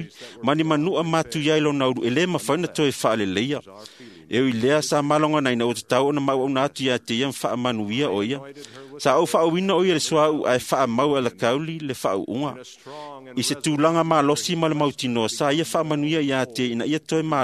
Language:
Samoan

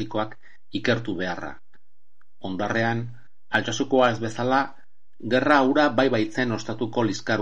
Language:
Basque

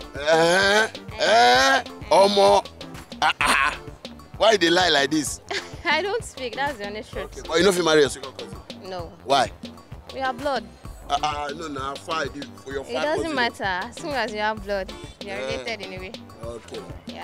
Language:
Nigerian Pidgin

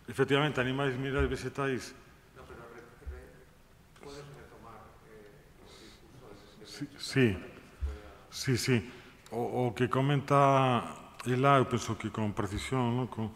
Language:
Galician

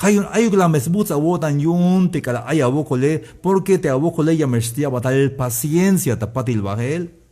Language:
Tzeltal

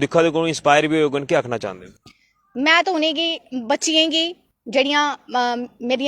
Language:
Dogri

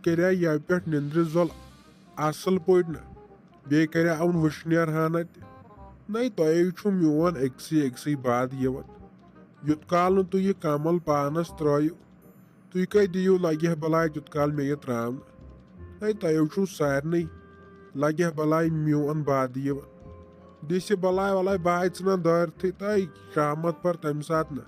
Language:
Kashmiri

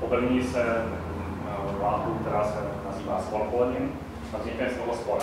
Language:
Czech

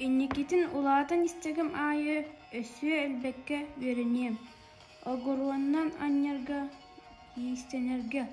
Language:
Yakut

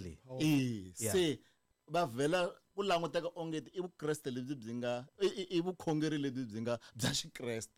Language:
Tsonga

